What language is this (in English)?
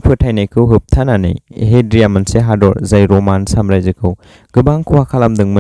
Bodo